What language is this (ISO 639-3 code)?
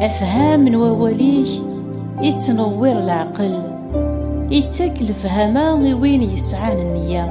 kab